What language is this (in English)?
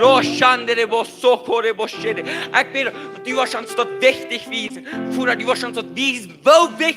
Plautdietsch